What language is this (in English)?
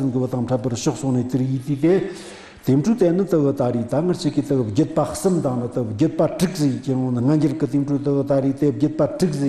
Tibetan